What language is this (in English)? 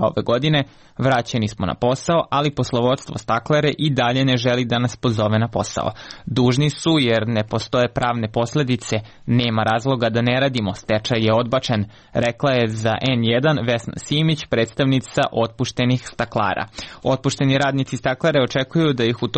Serbian